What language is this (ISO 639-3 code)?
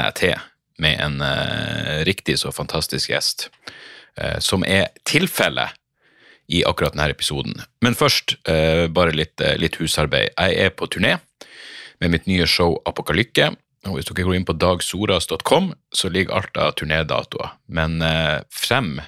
nor